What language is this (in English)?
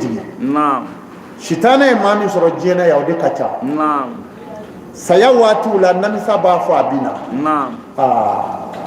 Bambara